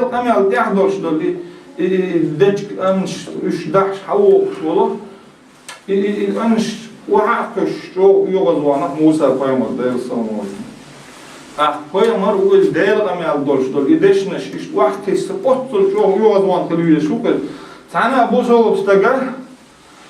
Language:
Chechen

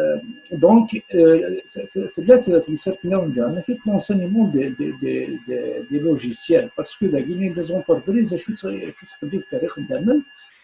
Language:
Kabyle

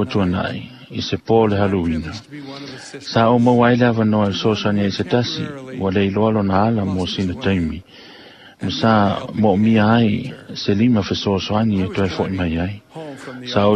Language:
Samoan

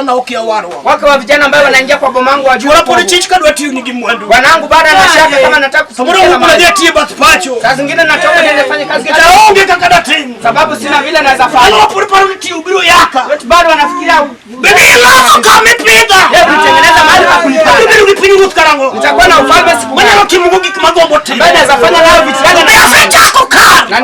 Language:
Luo (Kenya and Tanzania)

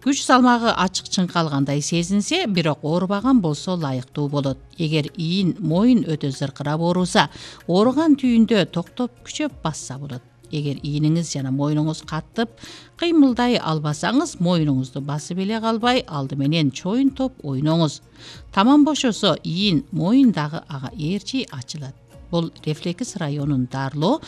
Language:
Kyrgyz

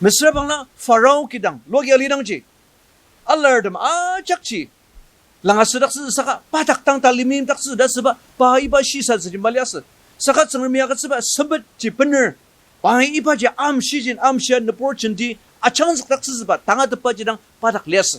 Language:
Ao Naga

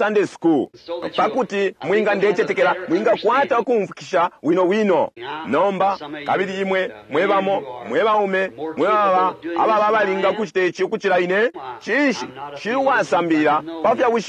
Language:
Bemba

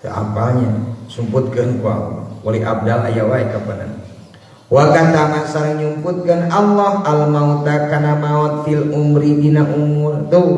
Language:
Sundanese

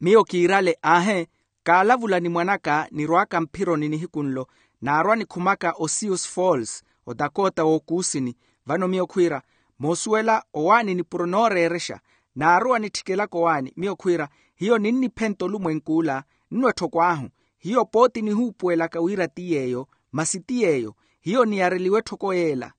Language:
Makhuwa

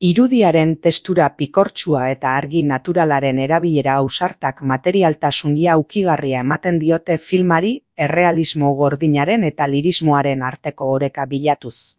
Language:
Basque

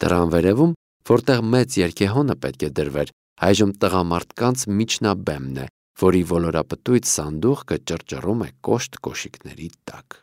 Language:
Armenian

